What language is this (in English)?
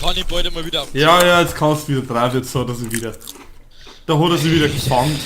Bavarian